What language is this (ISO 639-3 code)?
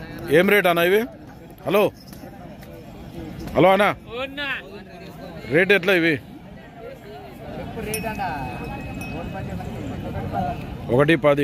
tel